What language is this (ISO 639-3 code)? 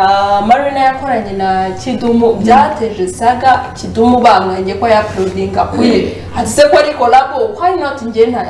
kin